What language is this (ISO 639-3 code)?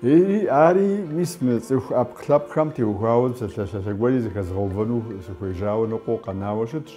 kbd